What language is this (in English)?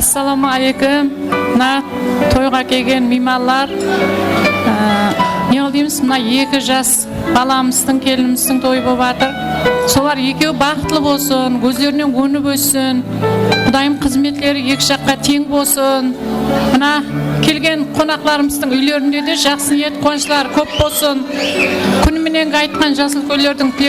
Kara-Kalpak